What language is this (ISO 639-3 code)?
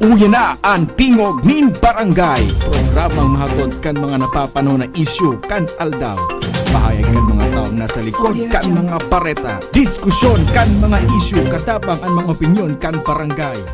bik